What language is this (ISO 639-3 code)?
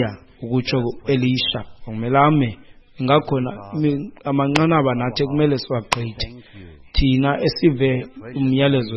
xho